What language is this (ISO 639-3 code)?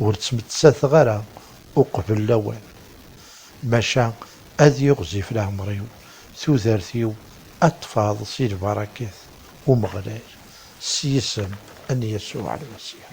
kab